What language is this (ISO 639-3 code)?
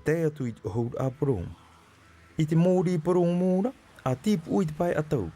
tah